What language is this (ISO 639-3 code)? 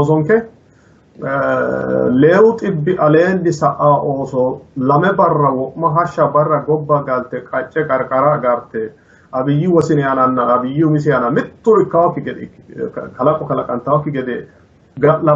sid